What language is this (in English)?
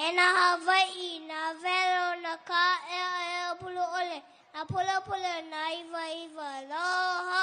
Hawaiian